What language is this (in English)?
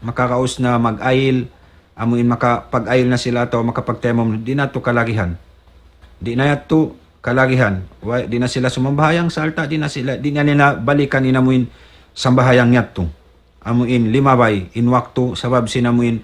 Tausug